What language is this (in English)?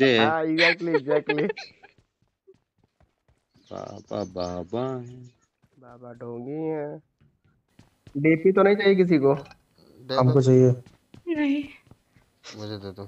Hindi